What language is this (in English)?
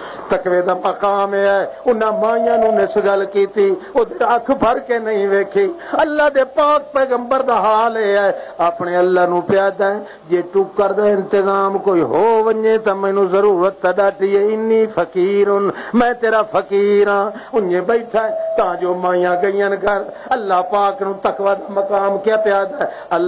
Western Panjabi